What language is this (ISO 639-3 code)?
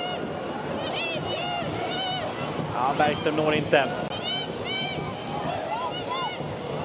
swe